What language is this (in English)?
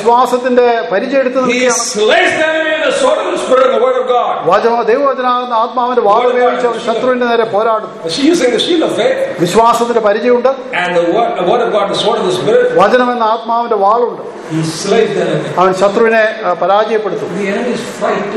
Malayalam